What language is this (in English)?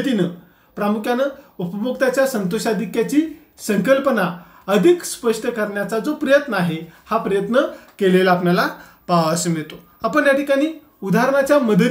Marathi